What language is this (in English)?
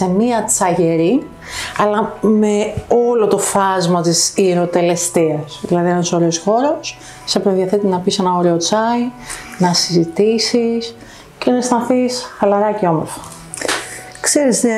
Greek